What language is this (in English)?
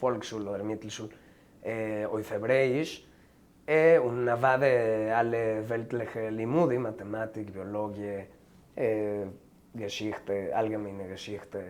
Yiddish